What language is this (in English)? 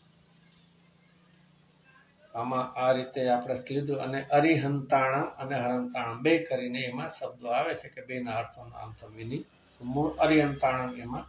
Gujarati